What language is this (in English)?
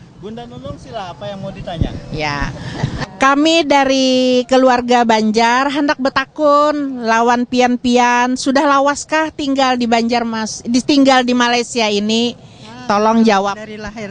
Banjar